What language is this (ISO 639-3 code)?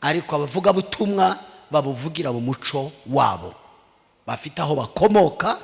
kin